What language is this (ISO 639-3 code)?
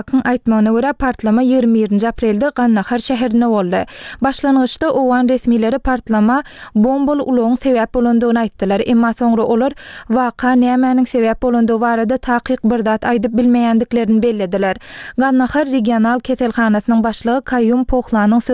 tuk